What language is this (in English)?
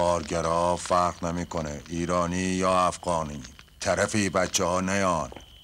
Persian